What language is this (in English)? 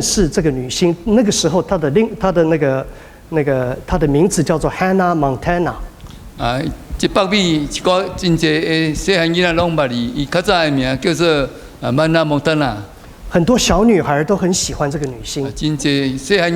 Min Nan Chinese